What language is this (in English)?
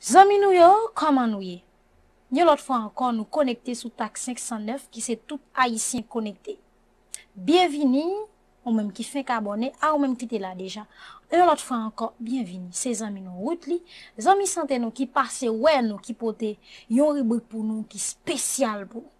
Haitian Creole